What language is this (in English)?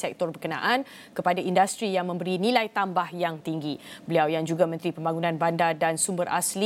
Malay